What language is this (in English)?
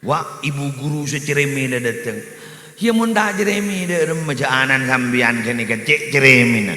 Madurese